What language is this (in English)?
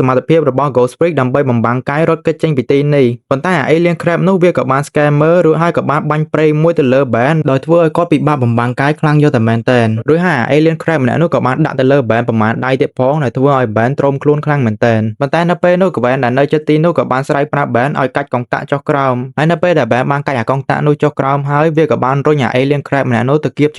Khmer